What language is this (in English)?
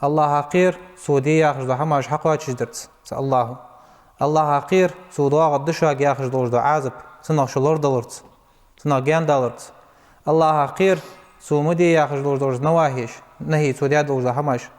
Ingush